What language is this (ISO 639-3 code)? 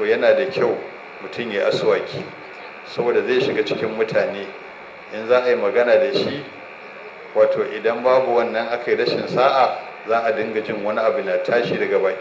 hau